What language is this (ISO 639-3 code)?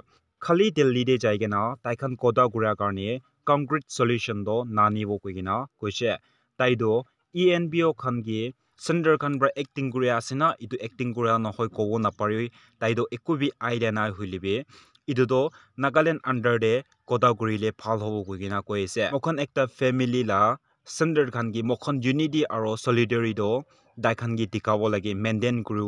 nag